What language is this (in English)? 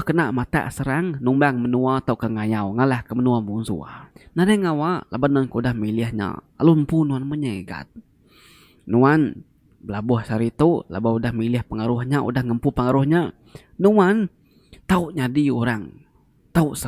Iban